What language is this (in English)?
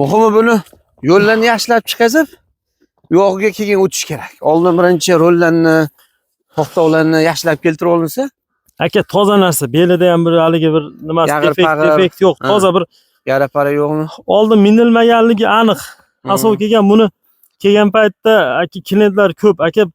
Uzbek